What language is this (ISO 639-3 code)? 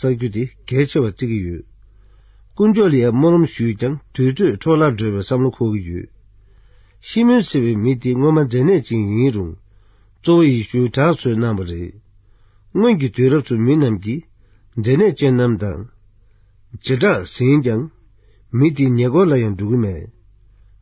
bod